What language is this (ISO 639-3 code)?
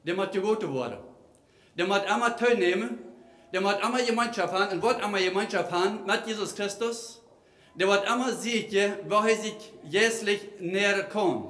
pdt